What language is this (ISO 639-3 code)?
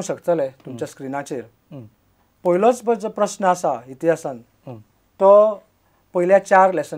kok